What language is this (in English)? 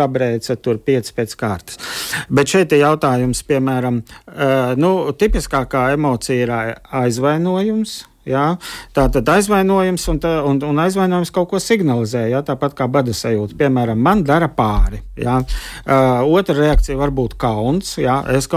Latvian